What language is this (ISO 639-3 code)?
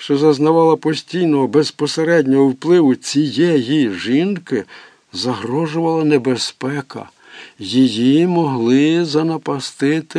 ukr